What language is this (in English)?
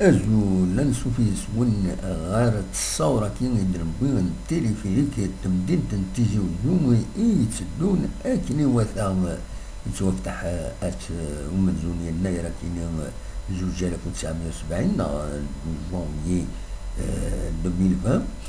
Kabyle